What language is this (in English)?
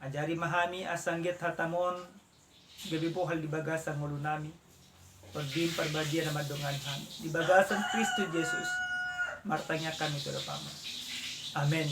Batak Toba